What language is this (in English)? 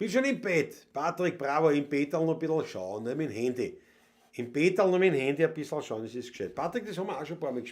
Bavarian